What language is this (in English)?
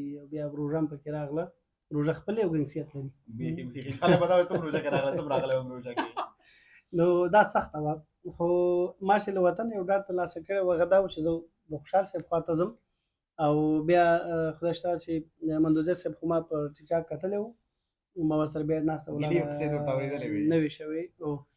Pashto